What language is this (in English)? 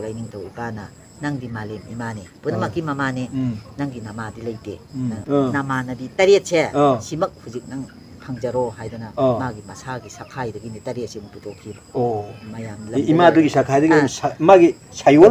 Manipuri